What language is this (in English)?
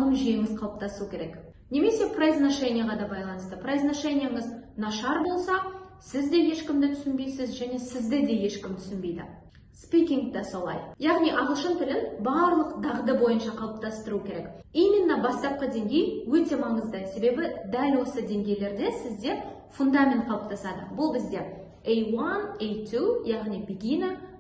Kazakh